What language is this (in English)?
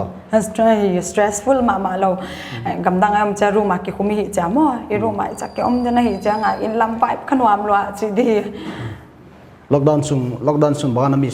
Paite Chin